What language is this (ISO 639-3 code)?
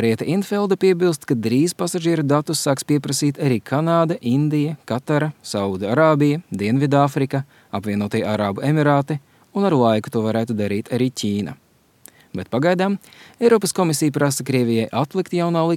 lav